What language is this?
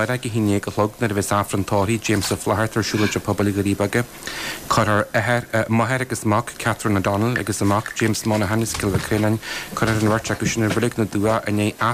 Irish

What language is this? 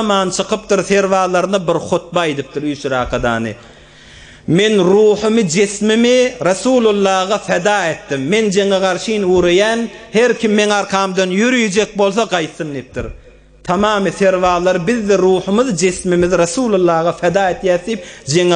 Turkmen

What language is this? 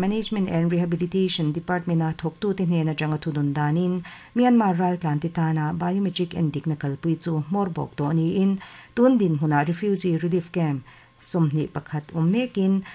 Mizo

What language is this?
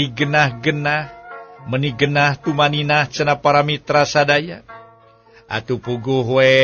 Sundanese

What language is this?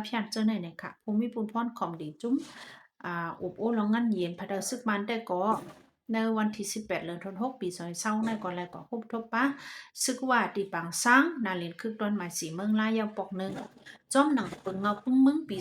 Shan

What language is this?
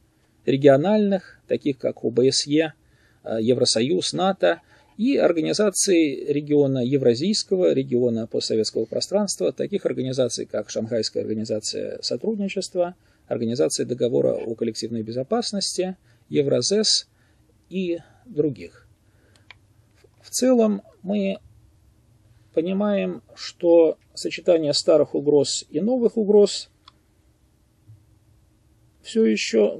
Russian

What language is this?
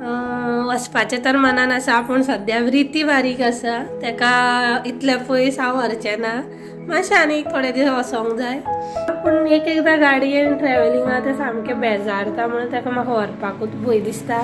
Konkani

